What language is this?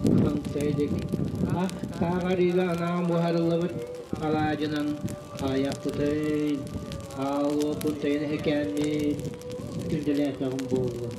Yakut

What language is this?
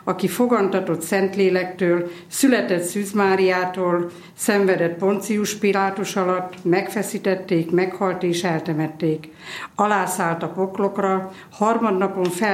Hungarian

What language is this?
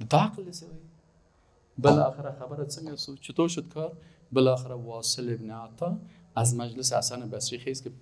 Persian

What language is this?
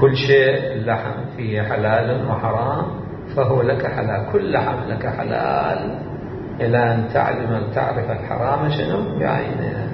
Mesopotamian Arabic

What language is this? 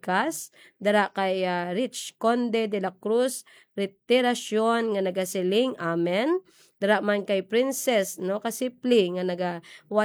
Hiligaynon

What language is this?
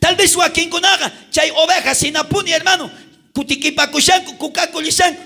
South Bolivian Quechua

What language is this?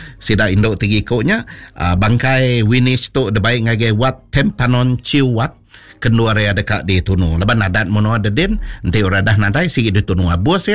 Iban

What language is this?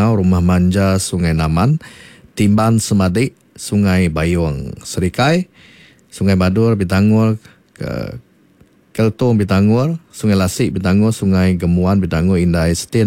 Iban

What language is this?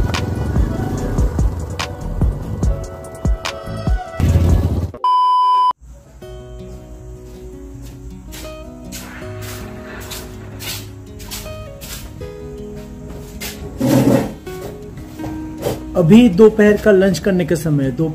Hindi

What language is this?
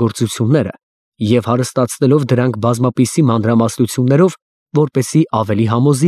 Armenian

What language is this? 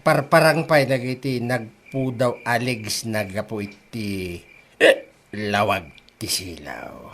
Iloko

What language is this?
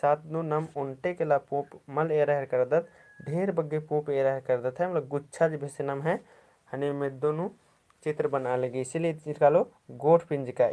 Kurukh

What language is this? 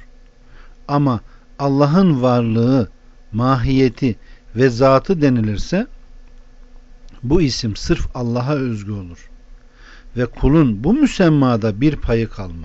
Turkish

